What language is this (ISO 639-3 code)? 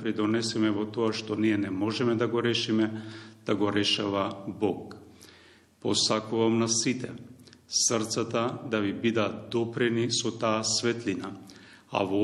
mkd